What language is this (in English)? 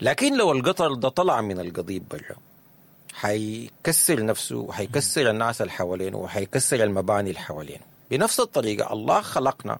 Sudanese Arabic